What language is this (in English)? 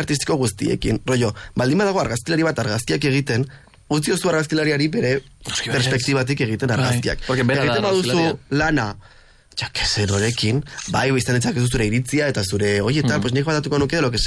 Basque